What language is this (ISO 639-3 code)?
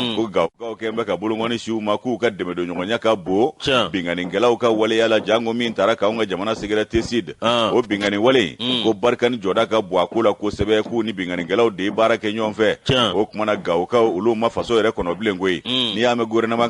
bam